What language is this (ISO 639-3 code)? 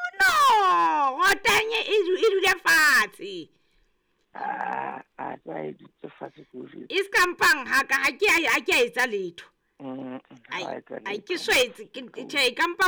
sot